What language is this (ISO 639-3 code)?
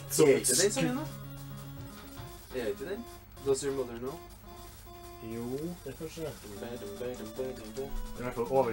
nor